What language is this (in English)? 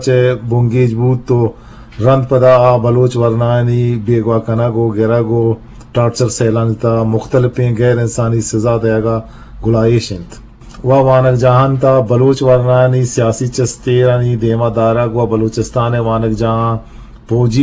Eastern Balochi